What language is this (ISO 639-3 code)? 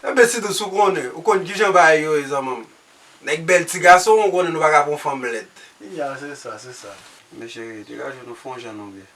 hat